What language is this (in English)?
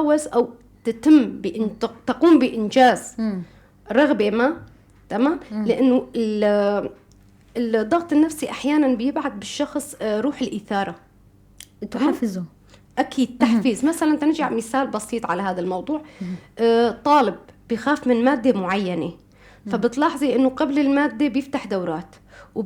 North Levantine Arabic